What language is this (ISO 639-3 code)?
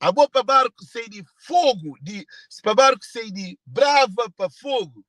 kea